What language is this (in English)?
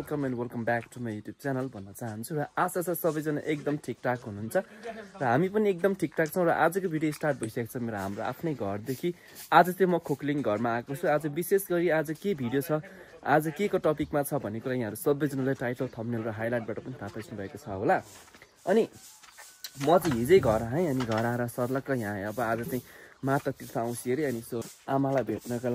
Nepali